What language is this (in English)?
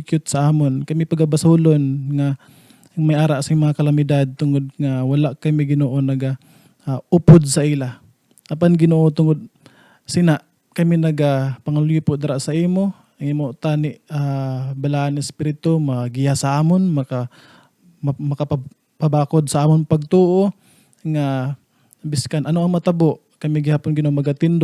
Hiligaynon